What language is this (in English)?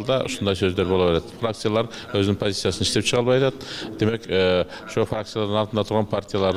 Kyrgyz